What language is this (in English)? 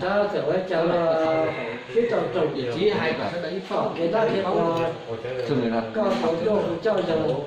Hmong